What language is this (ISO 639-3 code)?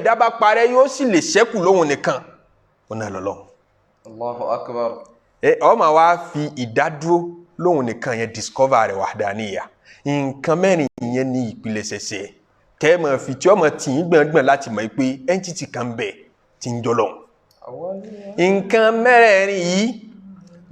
yor